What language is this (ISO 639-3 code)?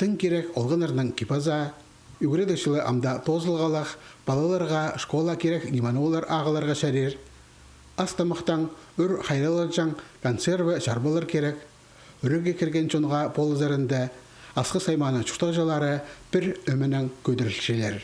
kjh